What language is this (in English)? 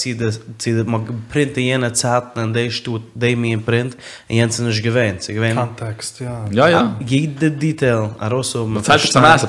Yiddish